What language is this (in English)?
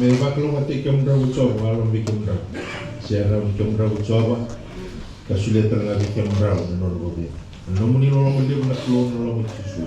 Fijian